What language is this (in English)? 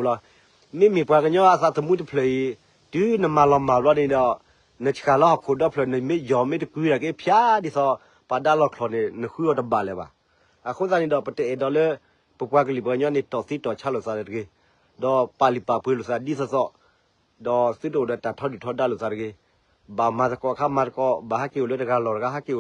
S'gaw Karen